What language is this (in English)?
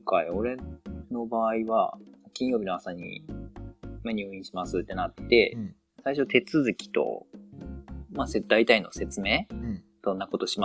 Japanese